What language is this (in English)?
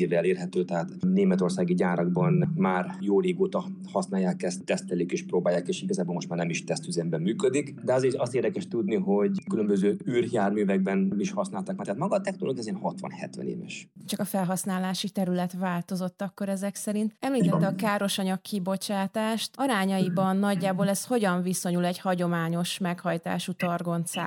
Hungarian